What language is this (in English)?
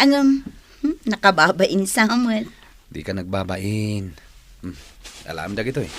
Iloko